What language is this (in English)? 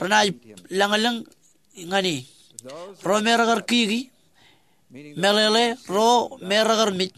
Marshallese